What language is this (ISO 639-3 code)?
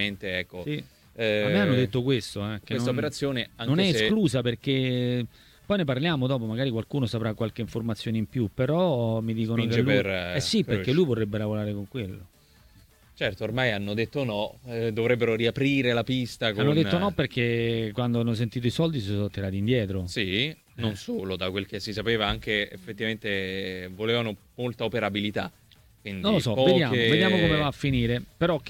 ita